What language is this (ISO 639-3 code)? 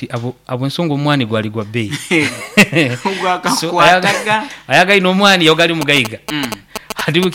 nyo